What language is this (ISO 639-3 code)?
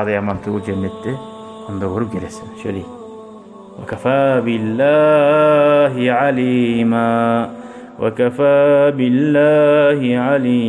kum